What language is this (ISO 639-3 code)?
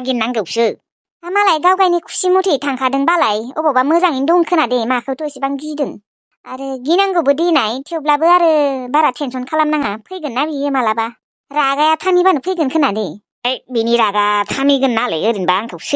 brx